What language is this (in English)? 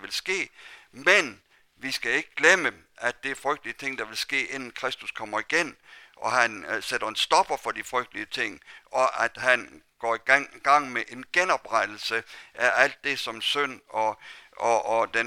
Danish